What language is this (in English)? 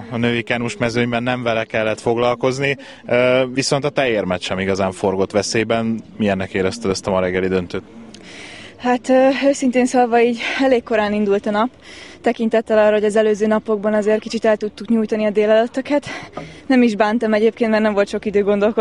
Hungarian